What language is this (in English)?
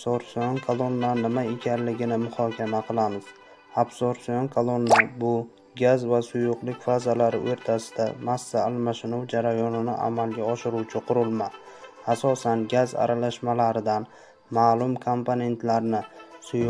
Uzbek